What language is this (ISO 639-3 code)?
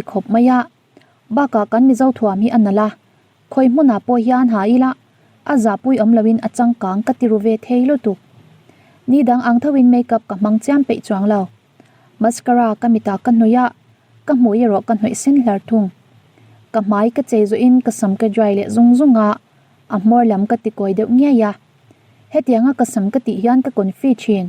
lus